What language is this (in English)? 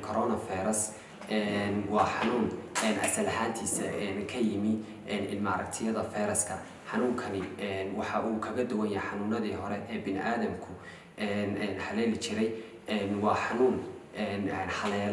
Somali